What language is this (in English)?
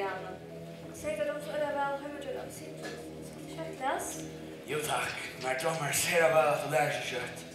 Faroese